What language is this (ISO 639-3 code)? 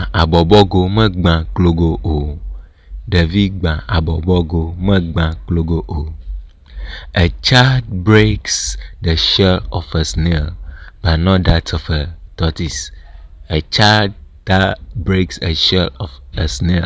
ewe